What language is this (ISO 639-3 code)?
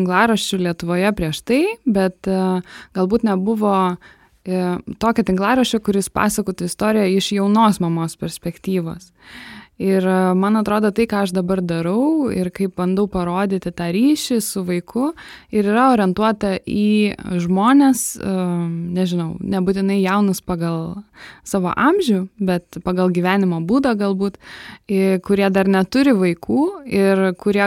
lit